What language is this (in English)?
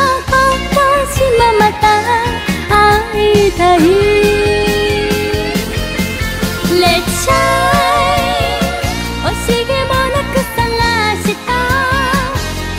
Japanese